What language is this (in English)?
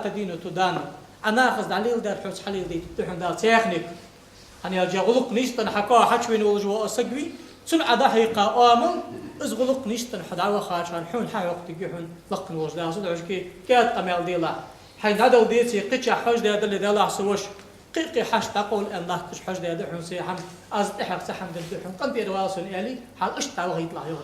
Ingush